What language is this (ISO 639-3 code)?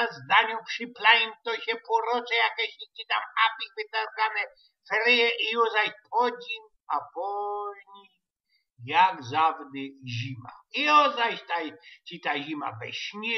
szl